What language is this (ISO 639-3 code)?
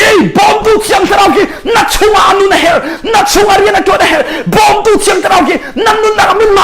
cnh